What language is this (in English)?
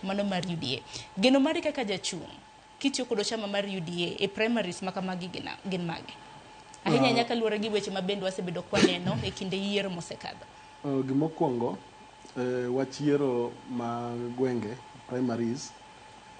Luo (Kenya and Tanzania)